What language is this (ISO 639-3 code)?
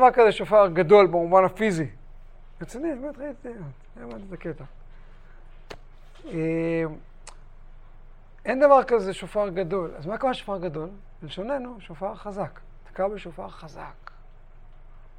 heb